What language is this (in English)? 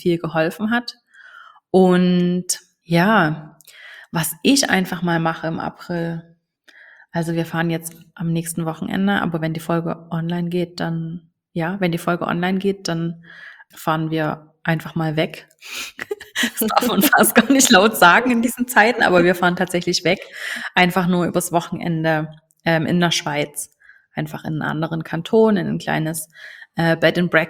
German